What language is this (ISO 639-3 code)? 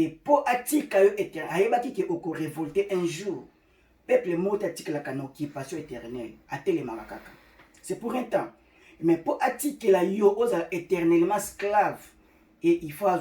lin